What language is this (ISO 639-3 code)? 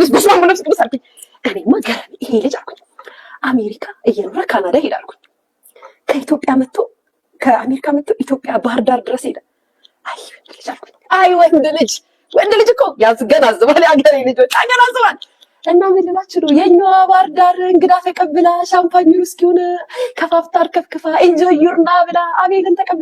amh